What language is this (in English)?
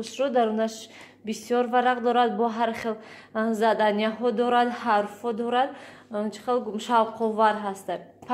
Tajik